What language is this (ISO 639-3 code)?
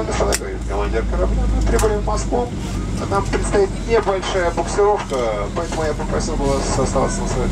rus